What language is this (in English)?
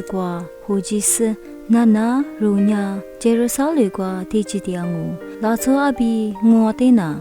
Lisu